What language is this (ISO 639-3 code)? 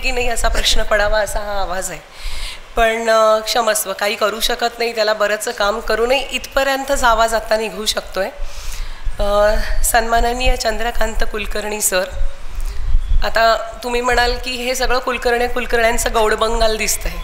mar